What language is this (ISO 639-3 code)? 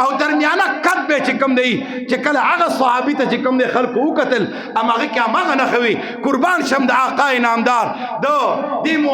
pus